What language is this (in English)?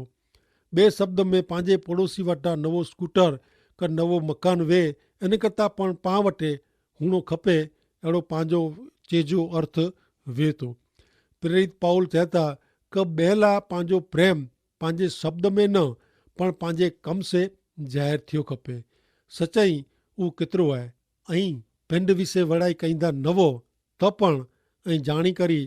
Kachhi